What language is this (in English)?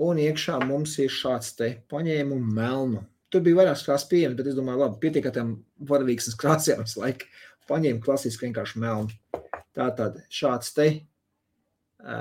Latvian